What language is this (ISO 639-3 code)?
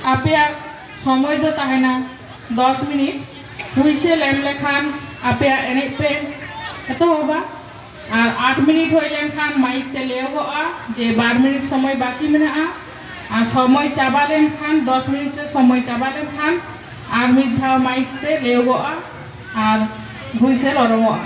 sat